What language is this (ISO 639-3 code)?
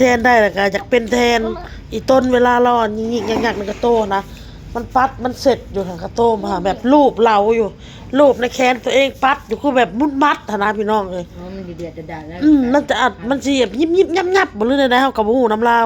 tts